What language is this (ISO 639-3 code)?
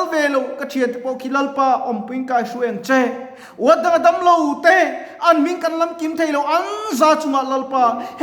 lus